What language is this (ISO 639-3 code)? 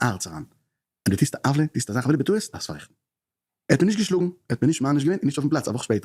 yid